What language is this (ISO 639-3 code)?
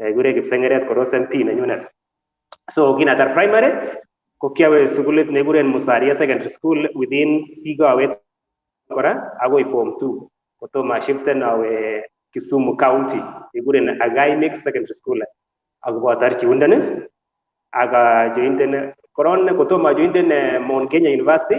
kln